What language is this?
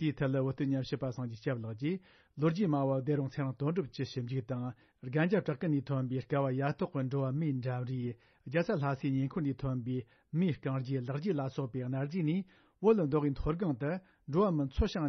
Tibetan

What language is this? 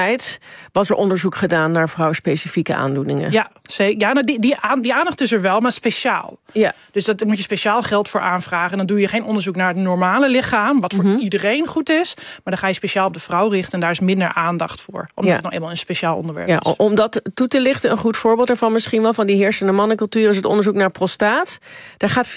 Dutch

